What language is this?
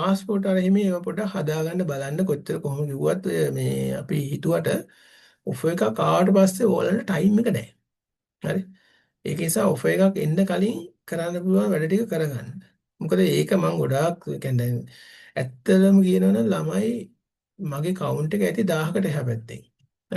Sinhala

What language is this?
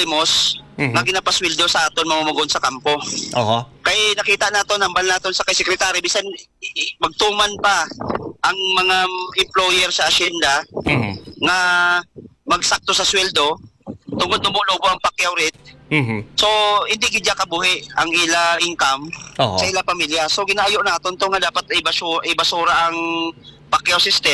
Hiligaynon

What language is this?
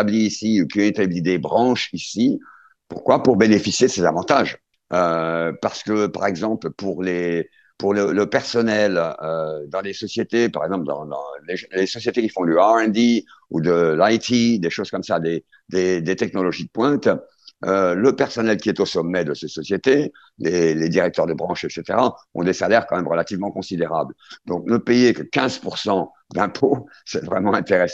French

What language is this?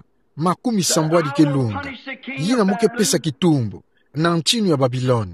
Kituba (Democratic Republic of Congo)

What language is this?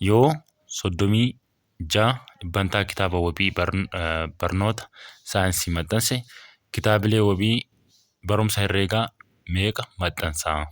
Oromo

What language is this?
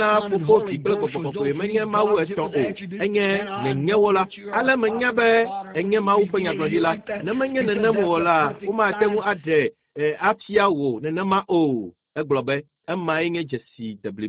Ewe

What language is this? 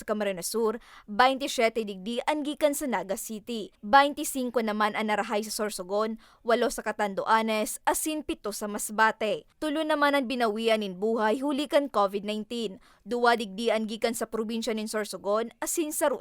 Bikol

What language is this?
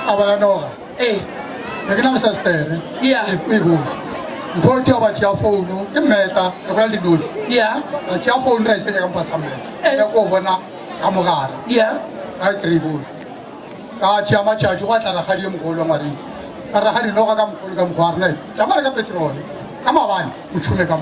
Northern Sotho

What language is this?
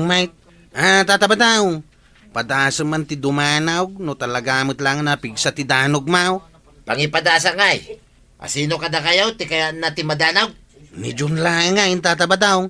Iloko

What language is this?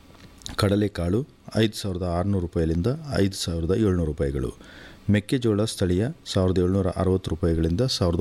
Kannada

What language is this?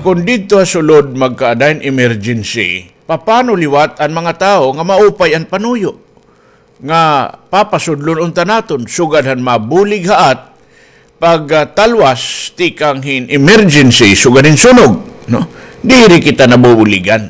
Waray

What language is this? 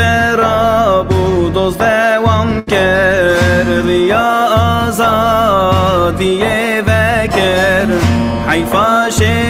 Kurdish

